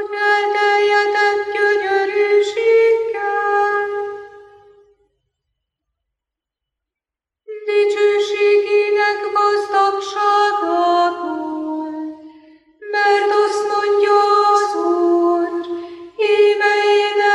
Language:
Hungarian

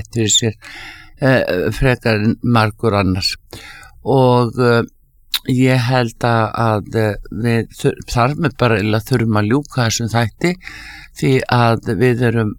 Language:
Icelandic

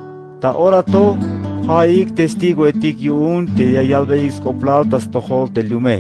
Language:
Tzeltal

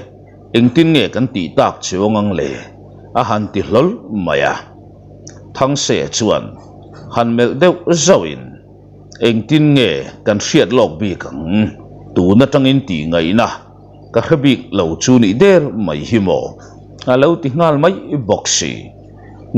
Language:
Mizo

